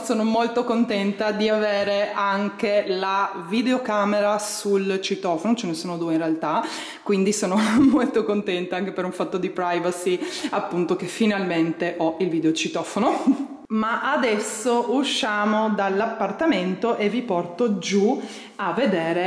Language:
Italian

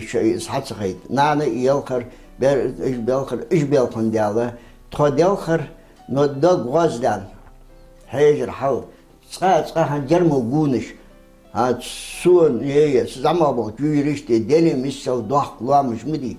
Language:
Ingush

